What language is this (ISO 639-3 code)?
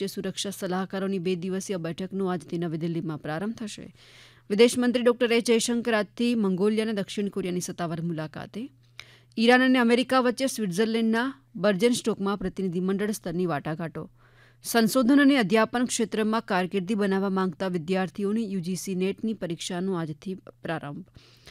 guj